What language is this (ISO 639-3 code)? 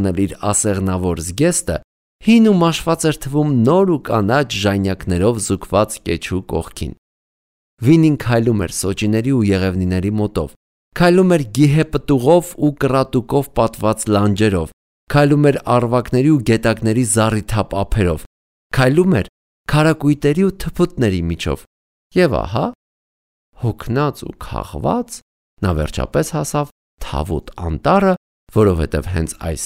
hye